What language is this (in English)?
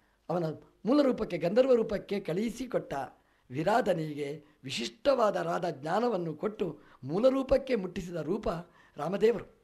Kannada